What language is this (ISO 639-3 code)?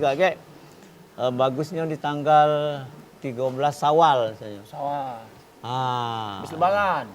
mui